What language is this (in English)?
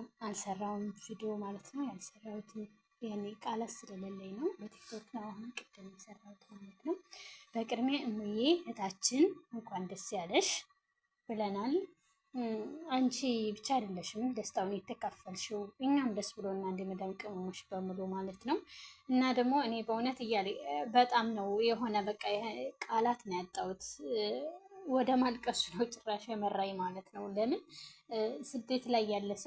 Amharic